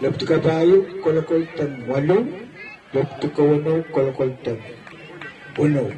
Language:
Pohnpeian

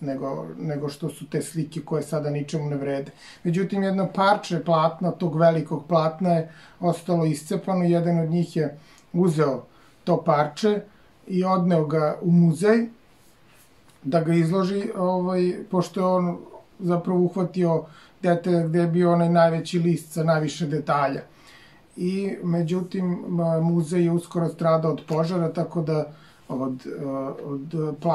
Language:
Serbian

